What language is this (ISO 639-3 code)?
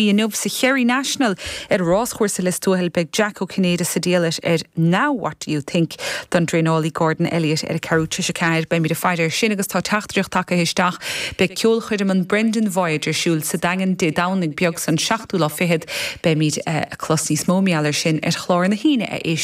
gle